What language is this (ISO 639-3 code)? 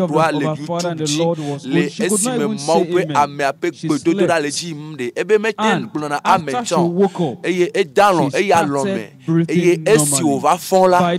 ewe